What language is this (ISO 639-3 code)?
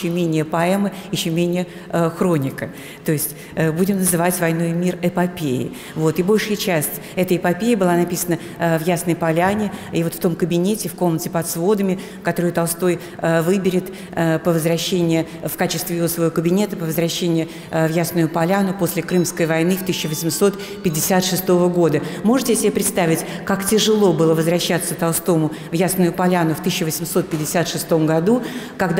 rus